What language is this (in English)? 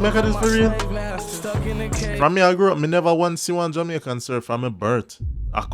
Jamaican Creole English